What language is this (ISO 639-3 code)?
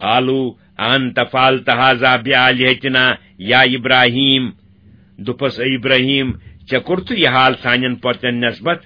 kas